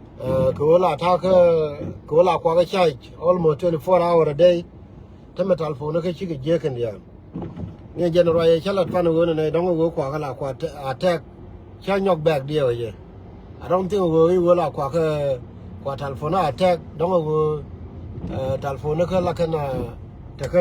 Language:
Nuer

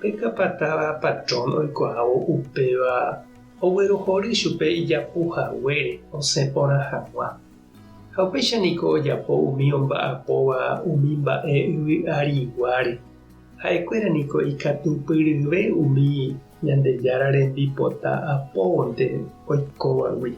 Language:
Guarani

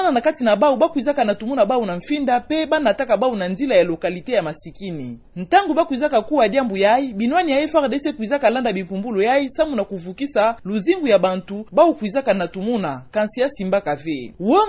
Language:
Kituba (Democratic Republic of Congo)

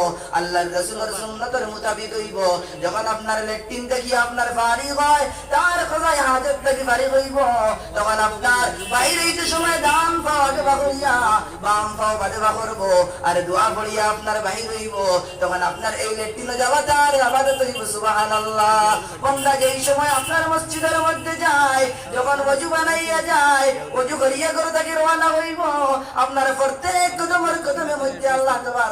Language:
Sylheti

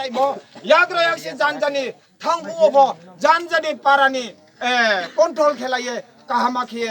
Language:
Riang (India)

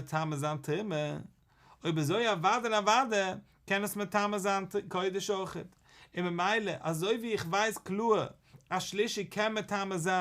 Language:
Yiddish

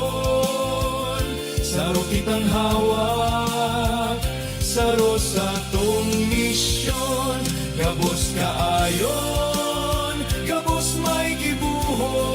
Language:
Bikol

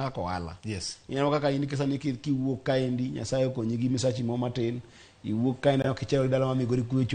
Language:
Luo (Kenya and Tanzania)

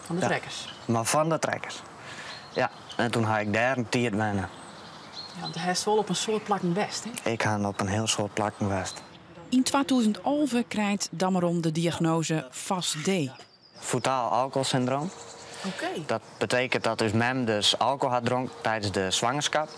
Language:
Western Frisian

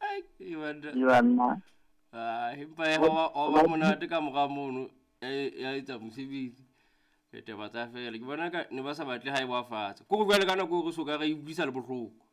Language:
Southern Sotho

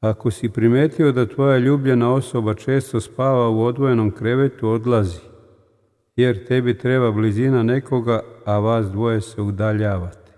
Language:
Serbian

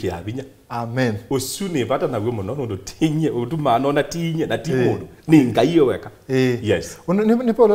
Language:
Kamba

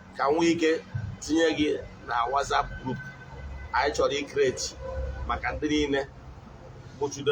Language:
Igbo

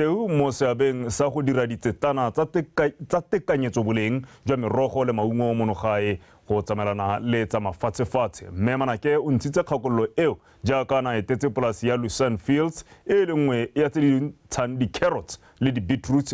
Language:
Tswana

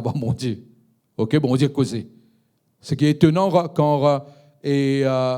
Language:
Morisyen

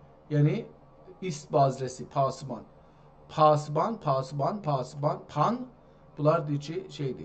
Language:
South Azerbaijani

